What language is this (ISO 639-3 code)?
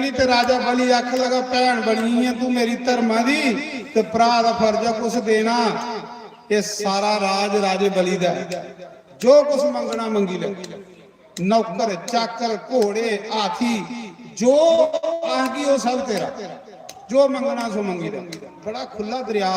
doi